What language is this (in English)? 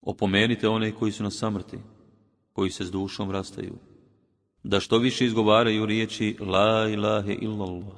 Bosnian